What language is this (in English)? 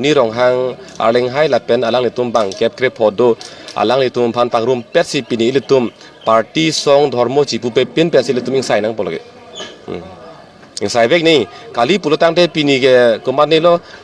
Karbi